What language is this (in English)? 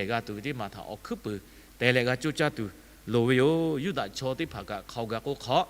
Lahu